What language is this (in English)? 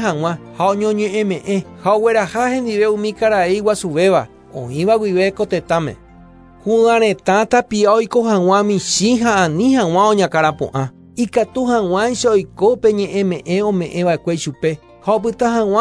Guarani